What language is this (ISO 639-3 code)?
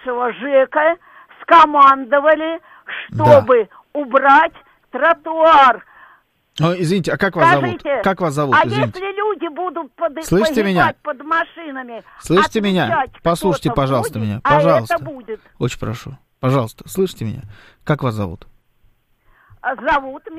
rus